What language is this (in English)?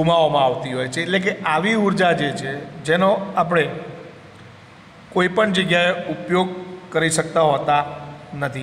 Gujarati